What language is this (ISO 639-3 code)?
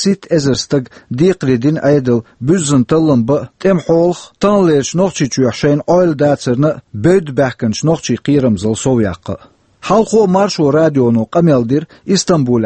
che